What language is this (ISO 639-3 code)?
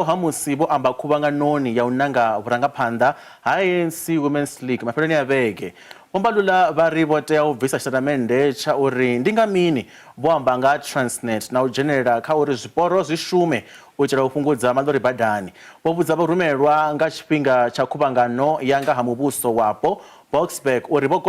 ven